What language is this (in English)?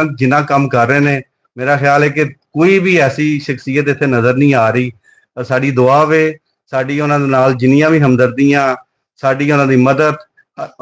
Western Panjabi